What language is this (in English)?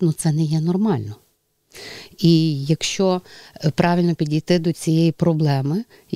Ukrainian